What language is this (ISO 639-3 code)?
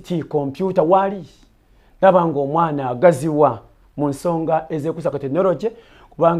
lug